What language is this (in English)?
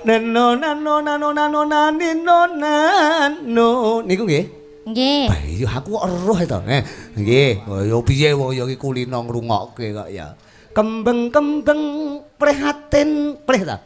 Javanese